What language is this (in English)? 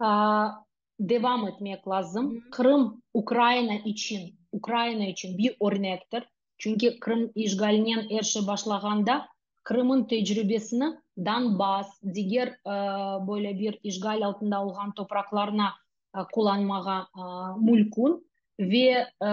Crimean Tatar